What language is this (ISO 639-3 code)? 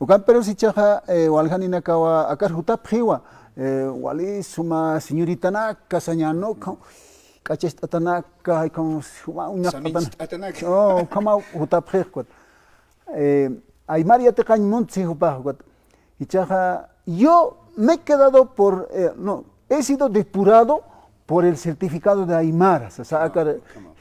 aym